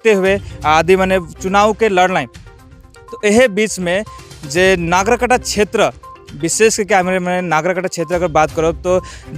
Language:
Sadri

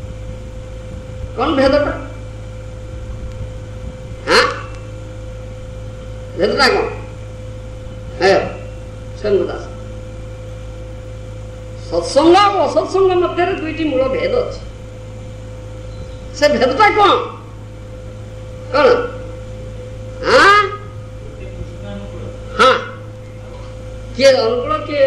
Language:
Odia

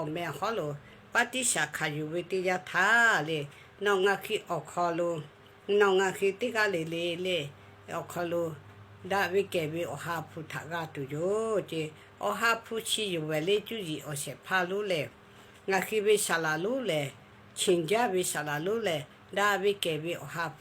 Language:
Lahu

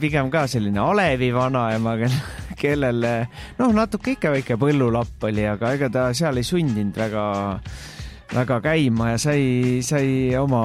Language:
Estonian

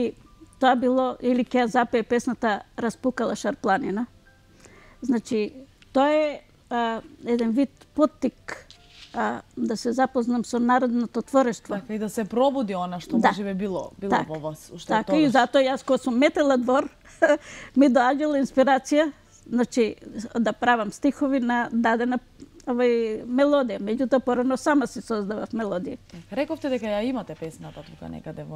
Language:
Macedonian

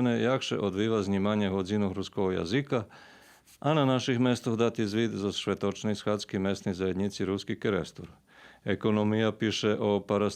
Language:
Rusyn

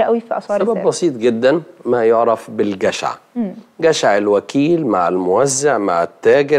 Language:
Arabic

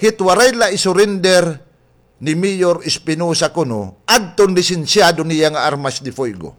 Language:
Waray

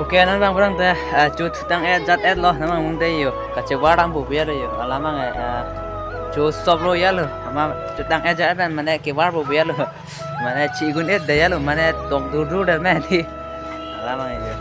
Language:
Karbi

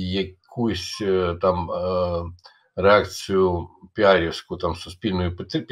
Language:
Ukrainian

